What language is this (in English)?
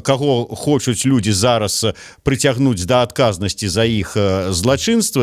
Belarusian